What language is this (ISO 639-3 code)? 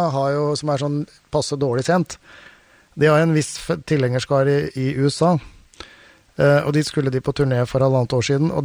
nor